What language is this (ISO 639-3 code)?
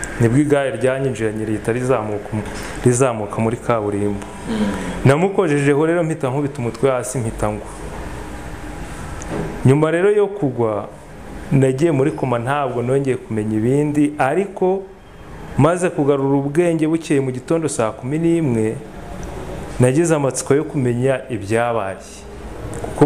kin